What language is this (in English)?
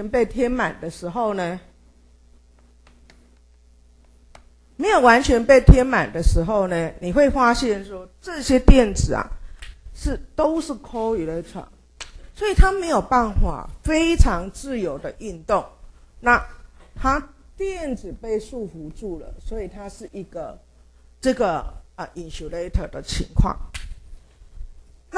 Chinese